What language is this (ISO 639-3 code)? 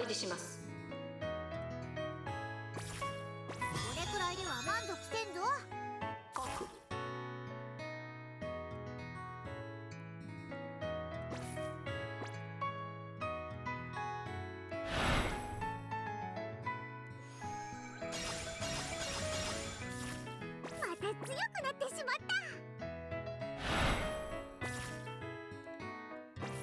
jpn